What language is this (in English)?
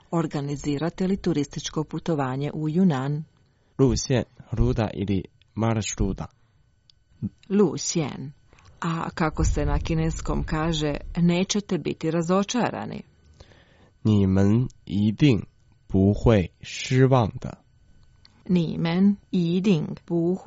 Croatian